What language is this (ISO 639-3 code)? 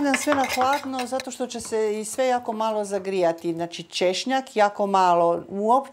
hrv